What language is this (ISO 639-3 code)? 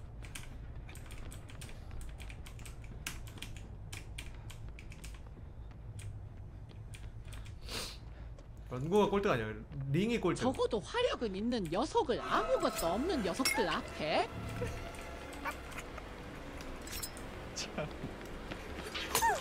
kor